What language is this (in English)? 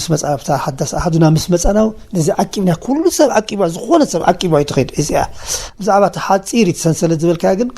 Tigrinya